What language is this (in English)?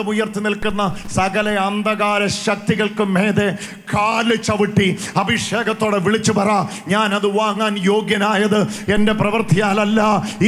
Malayalam